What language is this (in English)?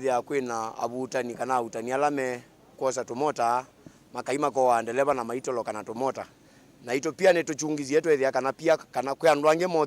Kamba